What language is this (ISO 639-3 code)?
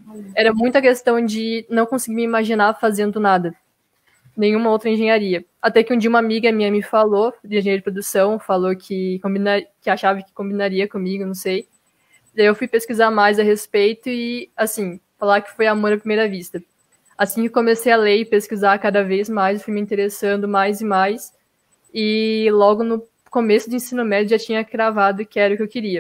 por